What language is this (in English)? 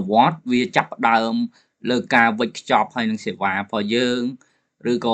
Khmer